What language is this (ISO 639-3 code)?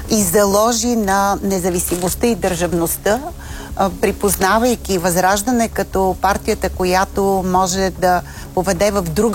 bul